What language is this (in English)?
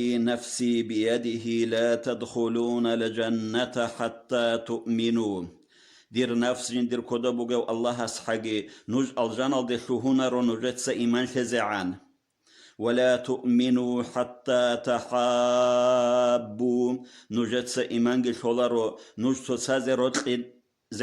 Avaric